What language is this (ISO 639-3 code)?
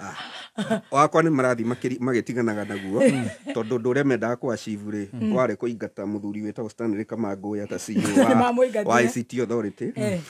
kik